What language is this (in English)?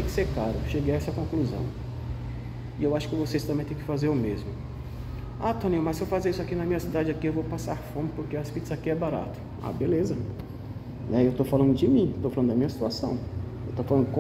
Portuguese